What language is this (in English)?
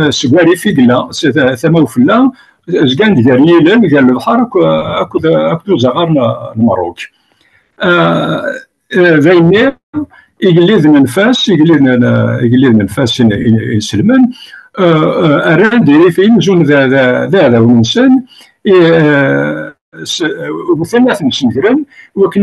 Kabyle